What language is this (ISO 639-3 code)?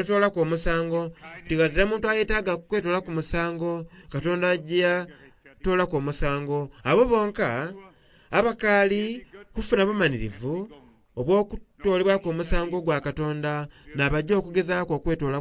xog